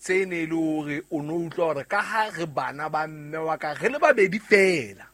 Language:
Southern Sotho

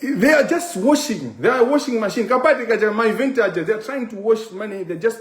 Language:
Nyanja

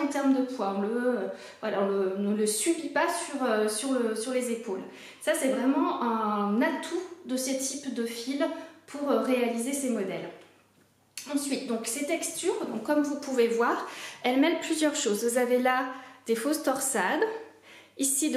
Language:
French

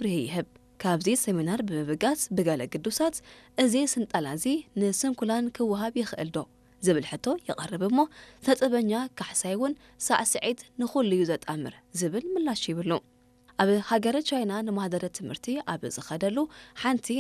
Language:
Tigrinya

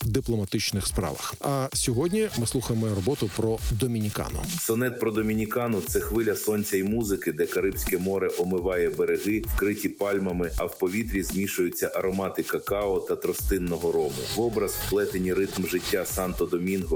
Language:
Ukrainian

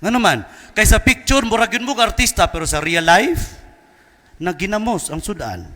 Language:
Cebuano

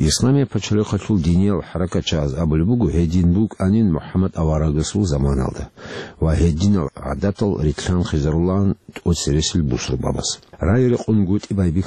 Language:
Avaric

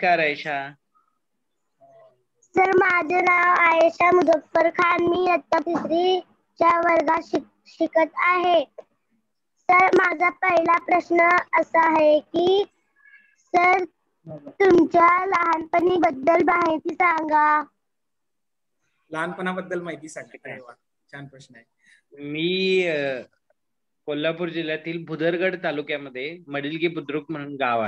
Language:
Marathi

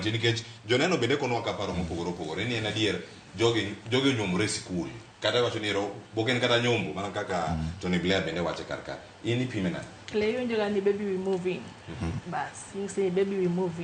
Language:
Luo (Kenya and Tanzania)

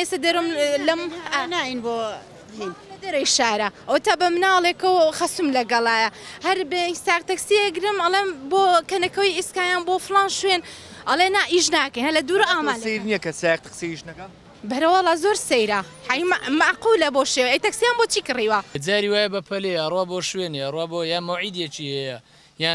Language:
Central Kurdish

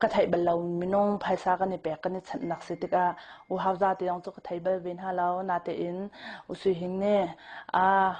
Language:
Hakha Chin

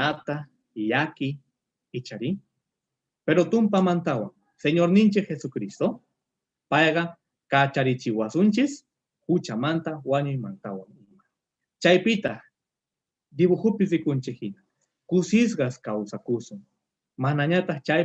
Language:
Quechua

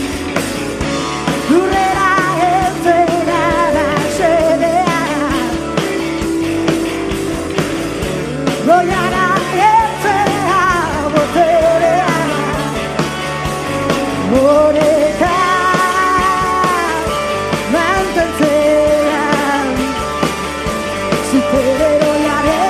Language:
Basque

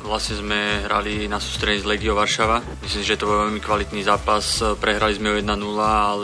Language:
Slovak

